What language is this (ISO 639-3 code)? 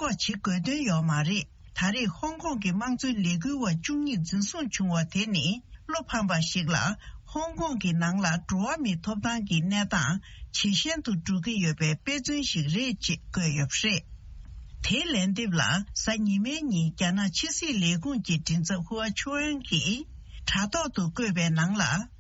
bod